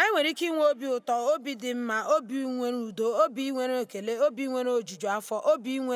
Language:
Igbo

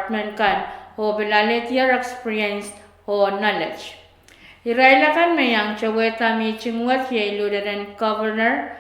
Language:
Pohnpeian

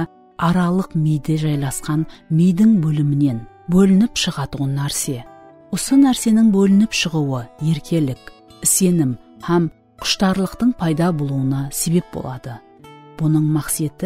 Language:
Kara-Kalpak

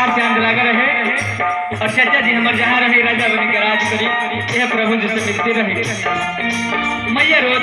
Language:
Bhojpuri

